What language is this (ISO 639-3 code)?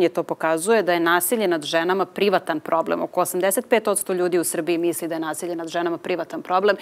srp